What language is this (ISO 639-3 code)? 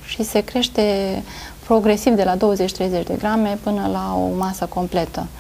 ron